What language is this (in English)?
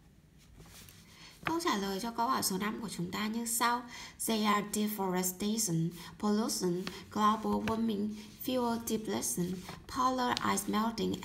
Vietnamese